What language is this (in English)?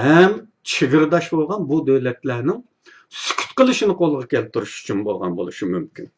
Uyghur